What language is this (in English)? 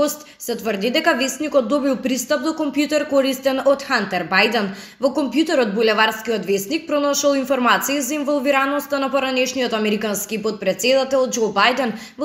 Macedonian